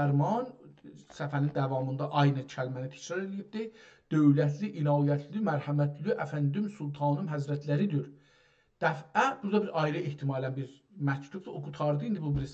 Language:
South Azerbaijani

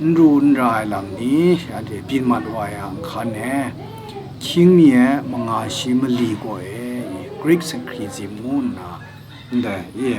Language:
Kachin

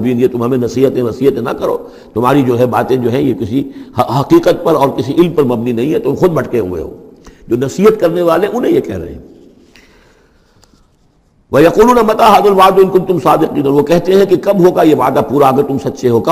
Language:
Urdu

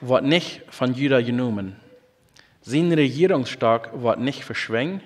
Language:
Plautdietsch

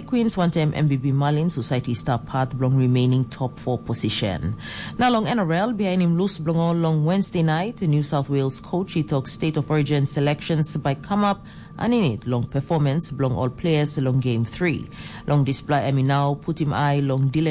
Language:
Tok Pisin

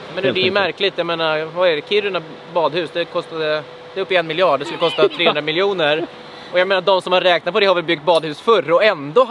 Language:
Swedish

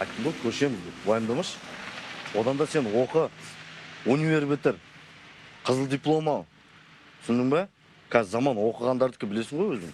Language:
Kazakh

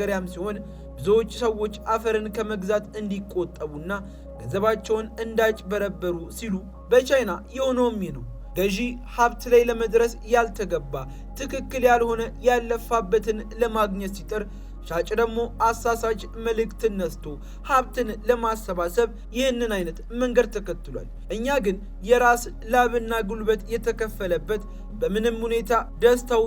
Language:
Amharic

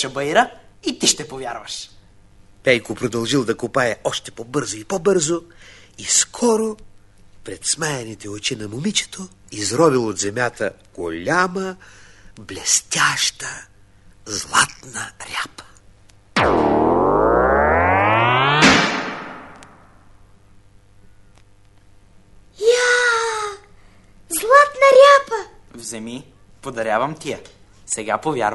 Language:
Bulgarian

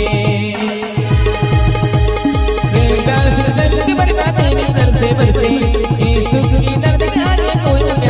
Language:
Marathi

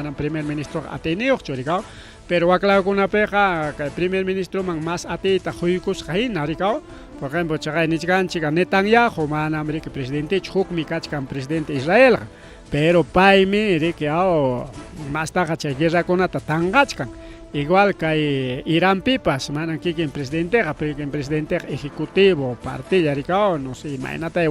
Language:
Ayacucho Quechua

